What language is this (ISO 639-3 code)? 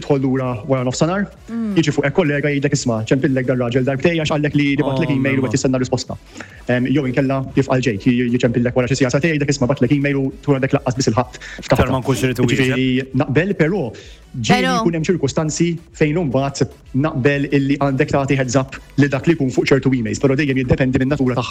mlt